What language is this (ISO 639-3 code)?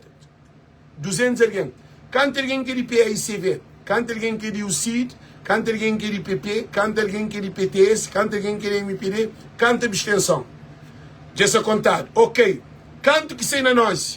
kea